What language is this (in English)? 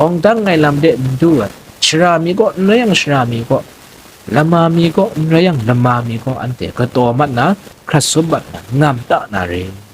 Kachin